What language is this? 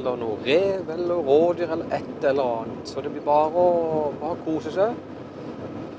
Norwegian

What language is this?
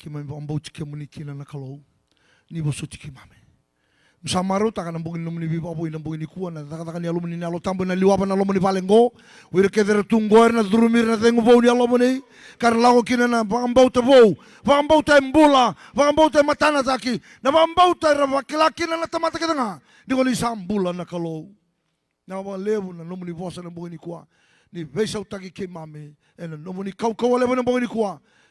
Fijian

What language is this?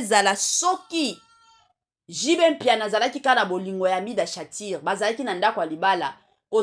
Lingala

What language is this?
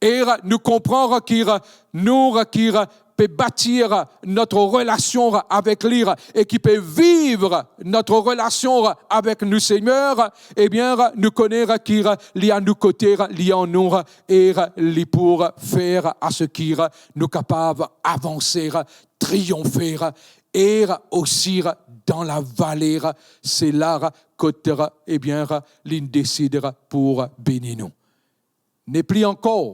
Morisyen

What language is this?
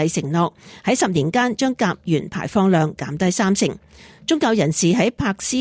Cantonese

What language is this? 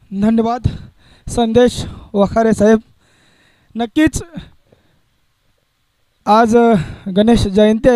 Marathi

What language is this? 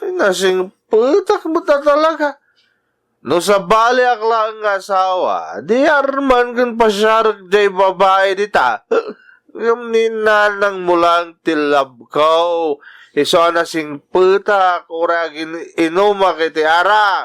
Iloko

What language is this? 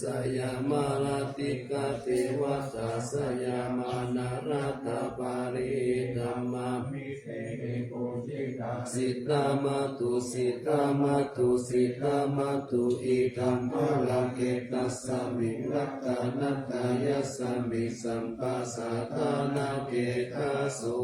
Pali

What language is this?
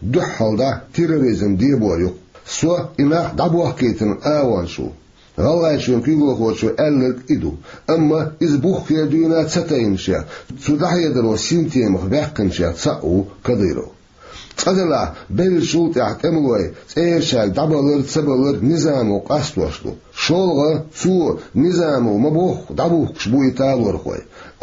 Chechen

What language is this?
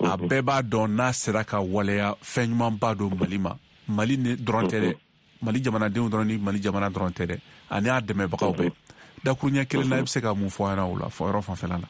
Bambara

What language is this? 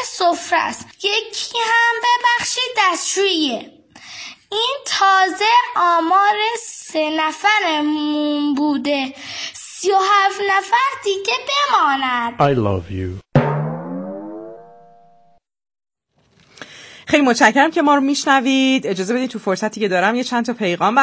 Persian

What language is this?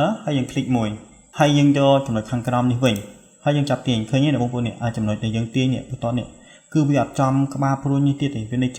Khmer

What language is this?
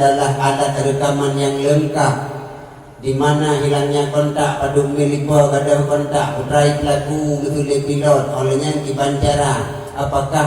Achinese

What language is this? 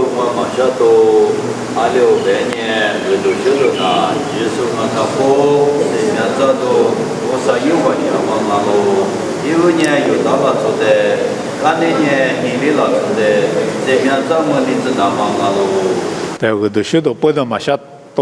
Lisu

